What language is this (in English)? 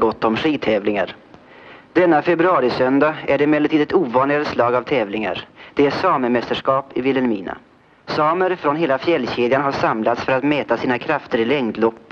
Swedish